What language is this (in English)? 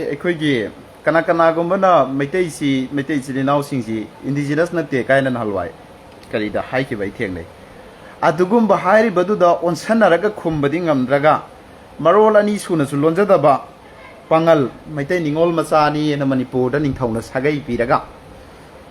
Manipuri